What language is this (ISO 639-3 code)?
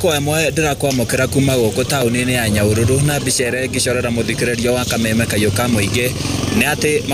kik